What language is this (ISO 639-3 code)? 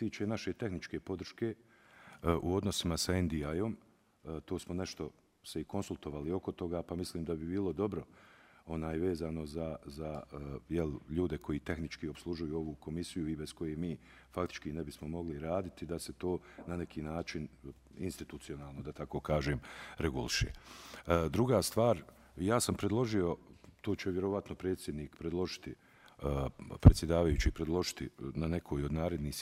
bos